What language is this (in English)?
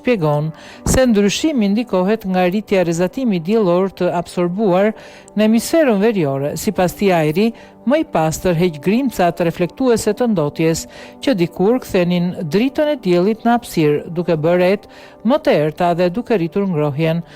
Albanian